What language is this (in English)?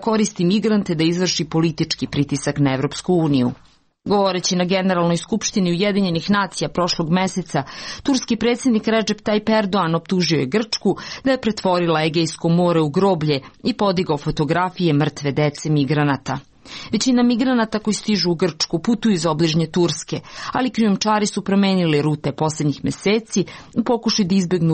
Serbian